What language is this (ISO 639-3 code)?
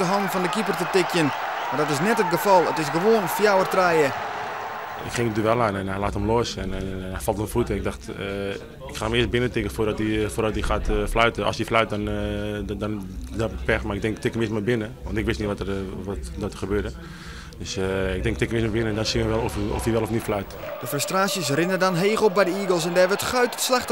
fry